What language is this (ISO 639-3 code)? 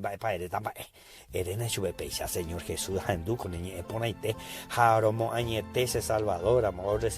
grn